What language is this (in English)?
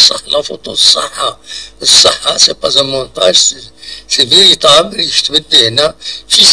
Kabyle